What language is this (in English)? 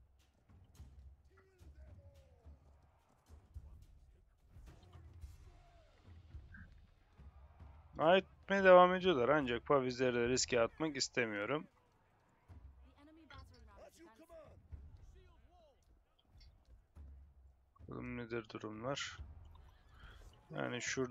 Turkish